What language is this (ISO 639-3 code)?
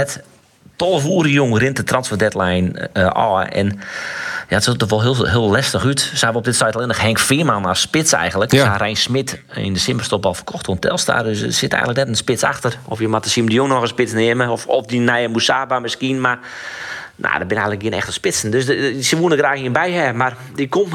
fry